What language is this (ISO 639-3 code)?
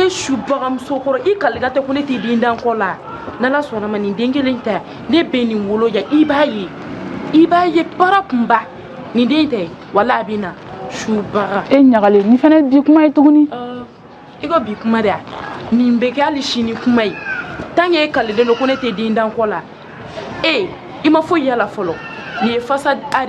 bam